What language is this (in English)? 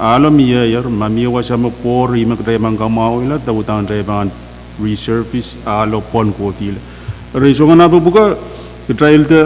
Pohnpeian